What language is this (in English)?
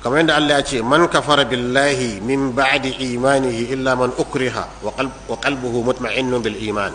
Hausa